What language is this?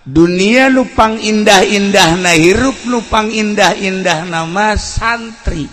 Sundanese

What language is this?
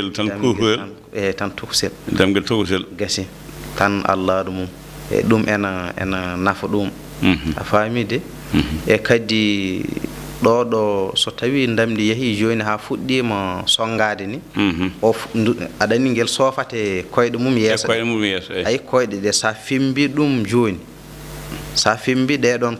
Fula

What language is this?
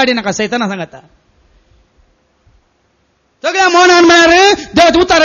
Konkani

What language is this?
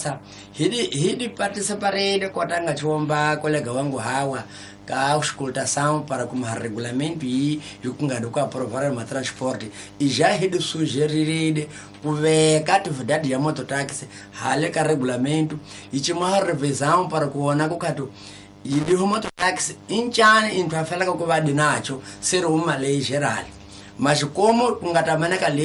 Tsonga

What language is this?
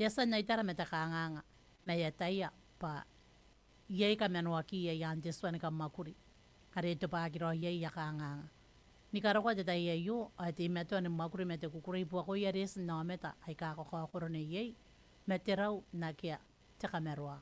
Gilbertese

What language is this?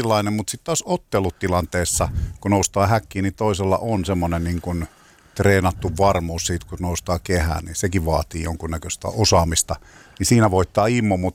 Finnish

